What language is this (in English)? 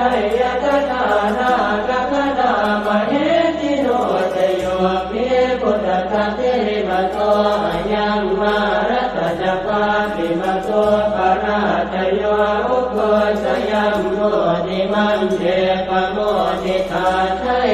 Pali